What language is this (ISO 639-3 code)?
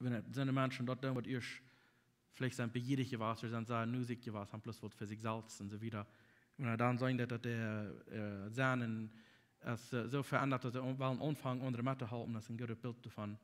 pdt